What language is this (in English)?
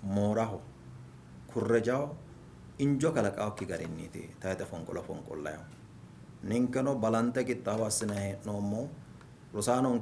Sidamo